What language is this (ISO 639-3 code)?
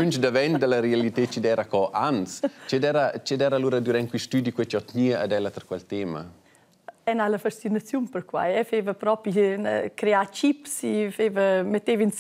roh